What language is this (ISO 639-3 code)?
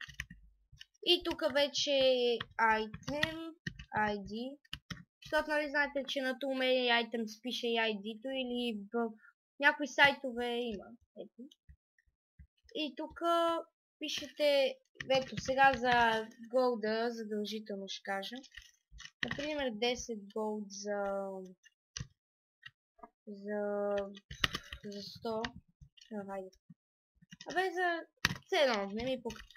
bul